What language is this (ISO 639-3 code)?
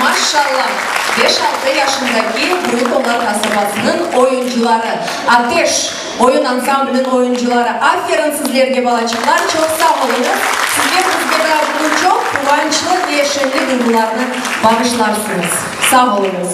crh